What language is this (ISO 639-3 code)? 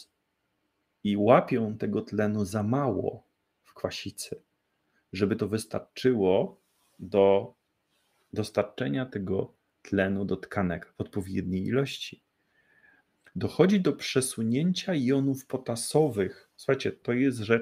pol